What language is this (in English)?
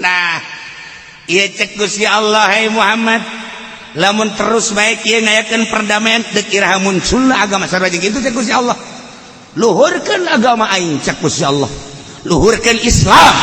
Sundanese